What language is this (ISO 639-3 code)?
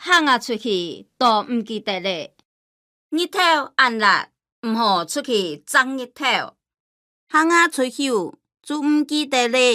hak